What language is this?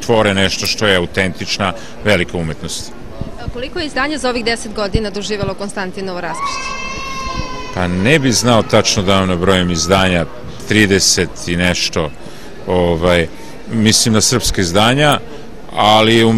Serbian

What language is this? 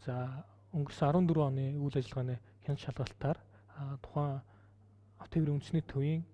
Mongolian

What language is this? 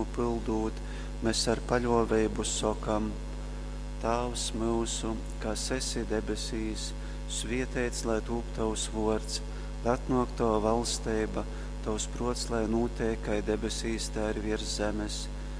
Latgalian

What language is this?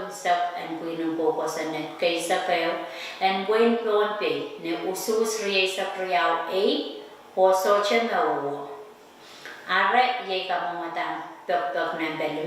Pohnpeian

